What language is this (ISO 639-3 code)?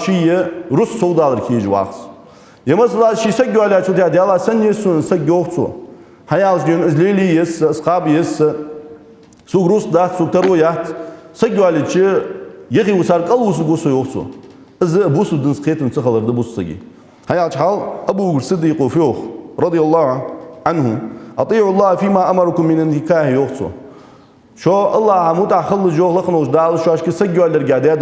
inh